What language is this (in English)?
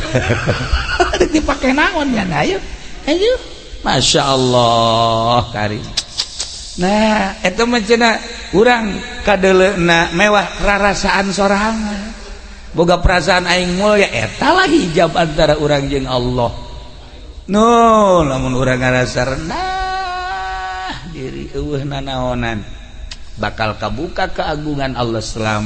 Sundanese